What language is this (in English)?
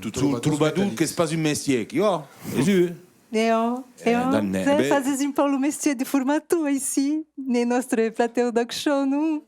Occitan